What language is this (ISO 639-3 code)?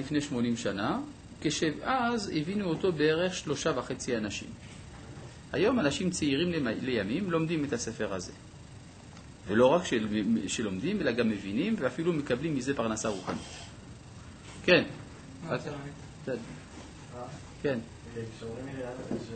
heb